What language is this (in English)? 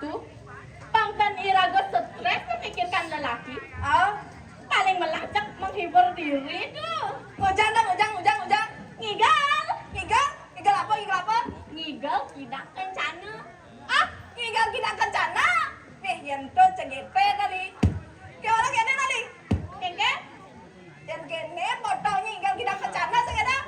Balinese